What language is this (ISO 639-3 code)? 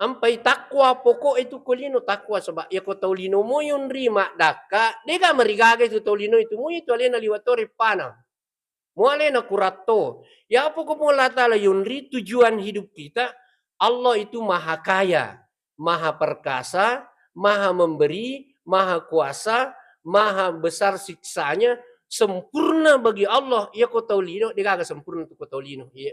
bug